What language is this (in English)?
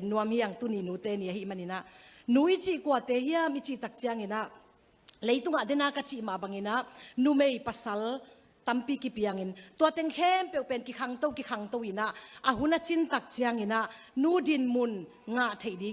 Tedim Chin